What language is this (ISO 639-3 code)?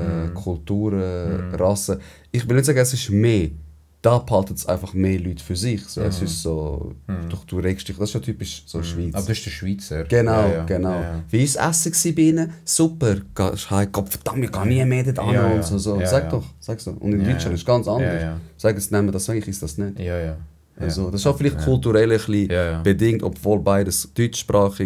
gsw